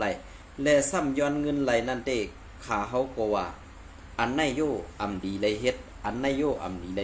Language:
Shan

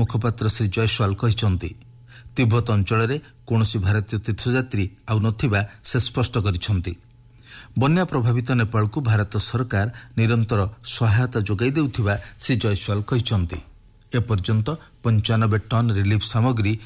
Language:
Odia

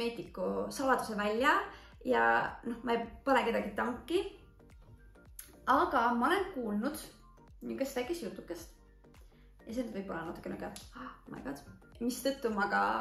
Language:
Estonian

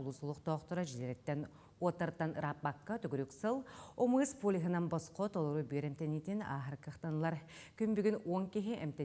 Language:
Yakut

